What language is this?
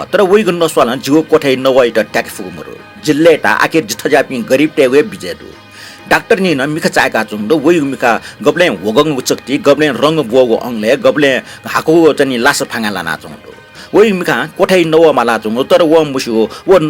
Newari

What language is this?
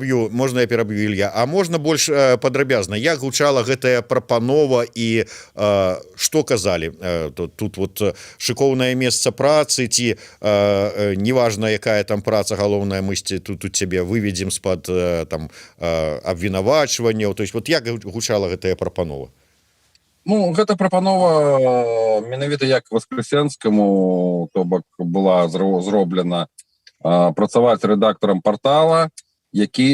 Belarusian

